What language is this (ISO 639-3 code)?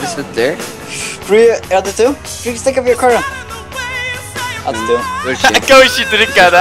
fao